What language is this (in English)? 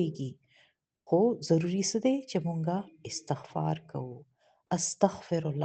Pashto